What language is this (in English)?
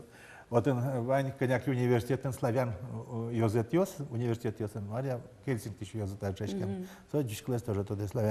Udmurt